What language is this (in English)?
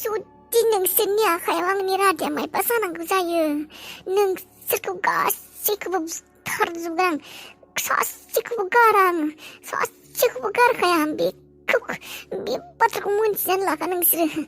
Bodo